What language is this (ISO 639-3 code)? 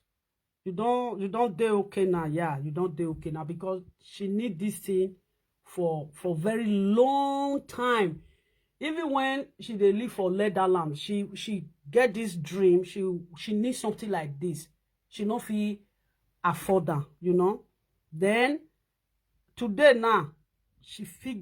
pcm